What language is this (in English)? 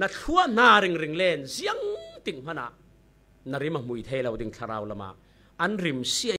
Falam Chin